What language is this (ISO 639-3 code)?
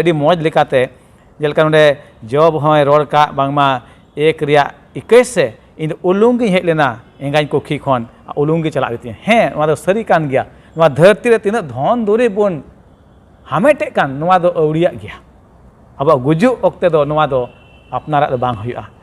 sat